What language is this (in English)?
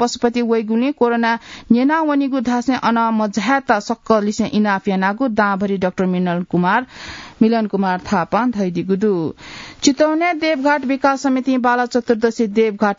Newari